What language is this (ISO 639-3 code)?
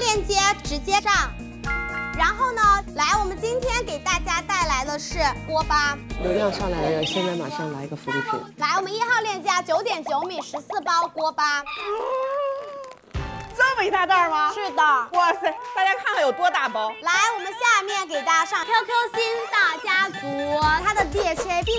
zho